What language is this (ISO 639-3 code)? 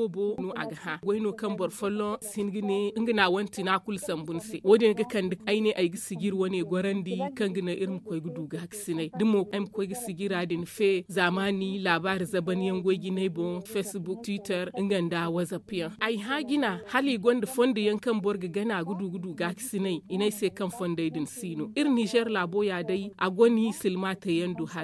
dje